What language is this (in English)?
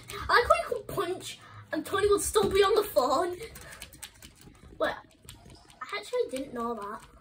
English